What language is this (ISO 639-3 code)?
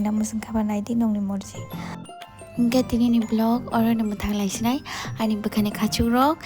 trp